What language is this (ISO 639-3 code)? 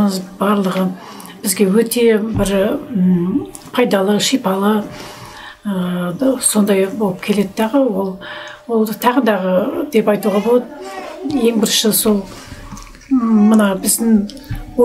kaz